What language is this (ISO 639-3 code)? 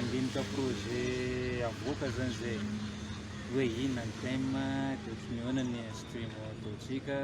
mlg